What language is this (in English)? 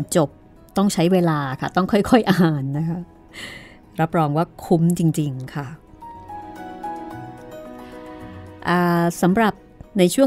Thai